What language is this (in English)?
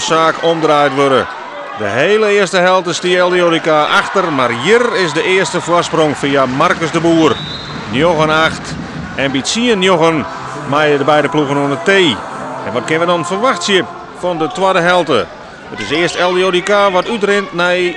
Western Frisian